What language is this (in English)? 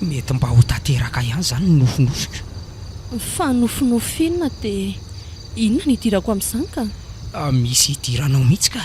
Malagasy